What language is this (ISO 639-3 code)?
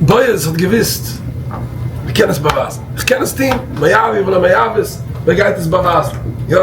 yid